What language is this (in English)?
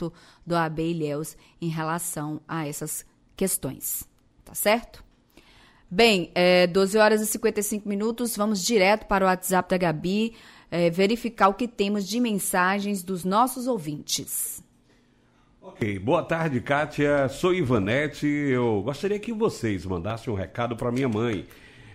Portuguese